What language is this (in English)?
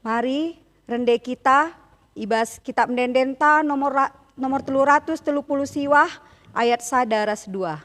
Batak Karo